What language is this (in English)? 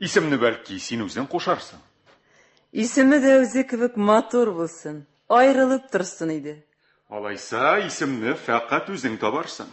Tatar